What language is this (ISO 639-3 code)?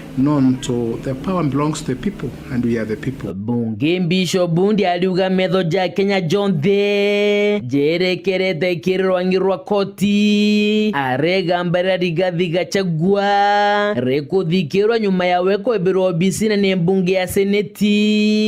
mer